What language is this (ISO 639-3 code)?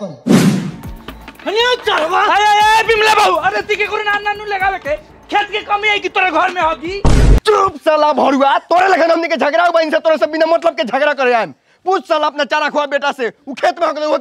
bho